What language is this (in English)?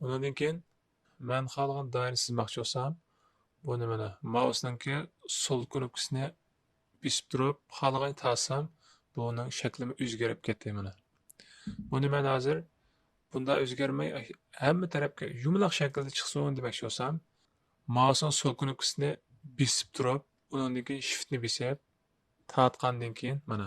Uyghur